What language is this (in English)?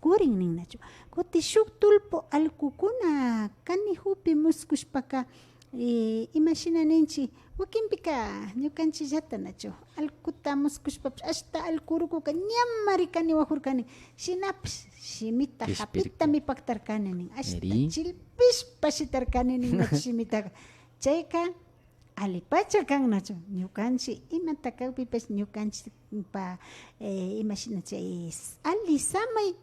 Imbabura Highland Quichua